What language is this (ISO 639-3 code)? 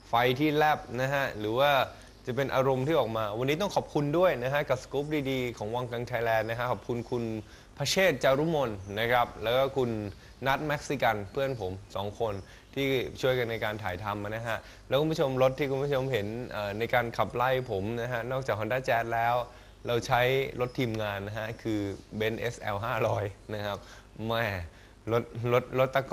tha